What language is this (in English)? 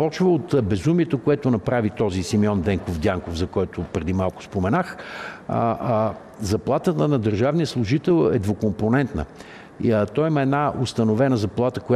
Bulgarian